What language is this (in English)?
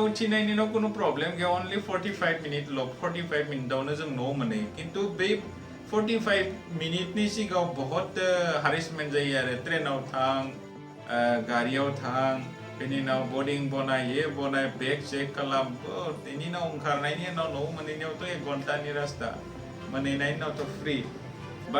Bodo